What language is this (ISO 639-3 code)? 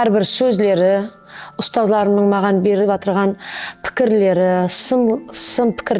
kaa